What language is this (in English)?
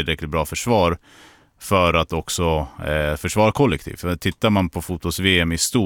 Swedish